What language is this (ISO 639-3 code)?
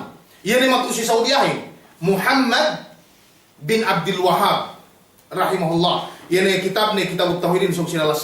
yka